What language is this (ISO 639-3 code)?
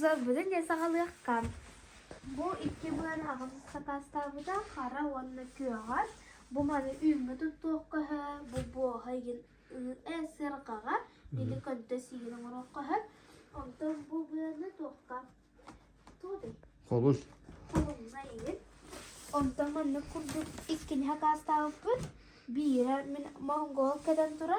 sah